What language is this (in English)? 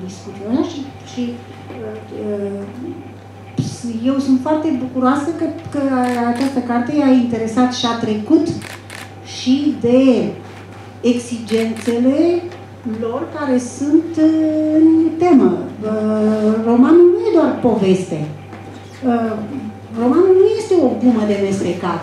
Romanian